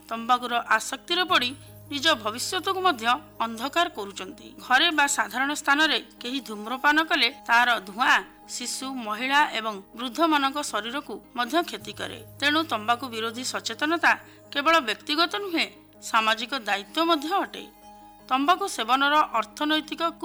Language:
Odia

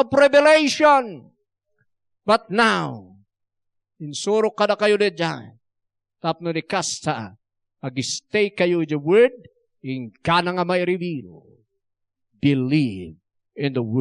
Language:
Iloko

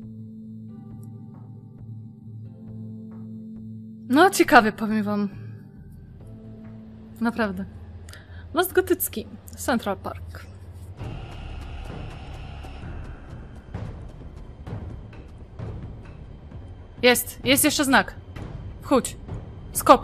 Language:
Polish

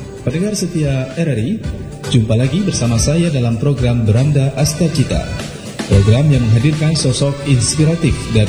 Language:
Indonesian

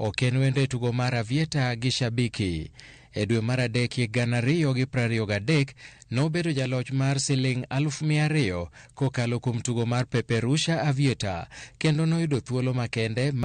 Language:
Luo (Kenya and Tanzania)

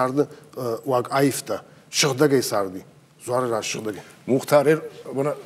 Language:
Ossetic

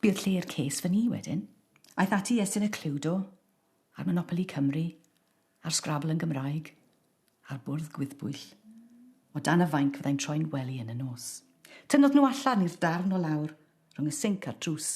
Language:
Welsh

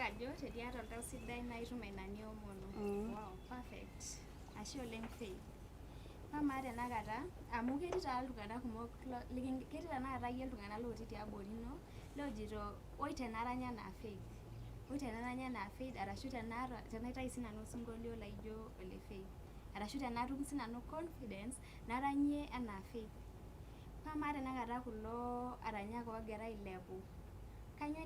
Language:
Masai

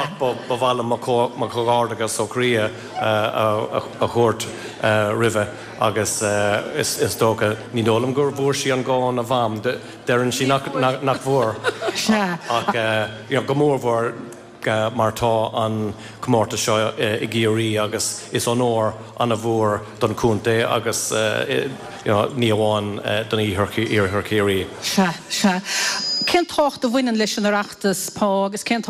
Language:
Irish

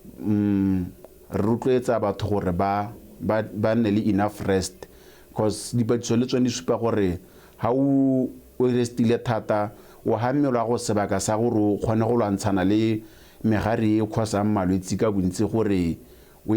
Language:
Tswana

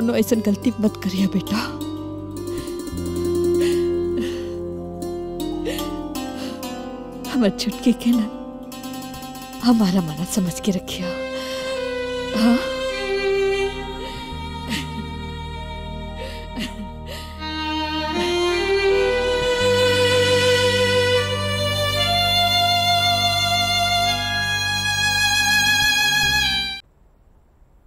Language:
Bhojpuri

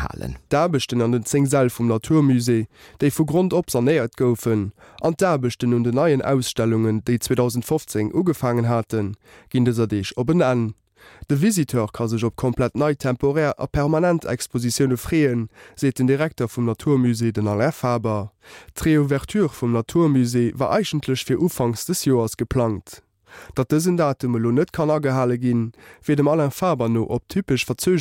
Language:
Luxembourgish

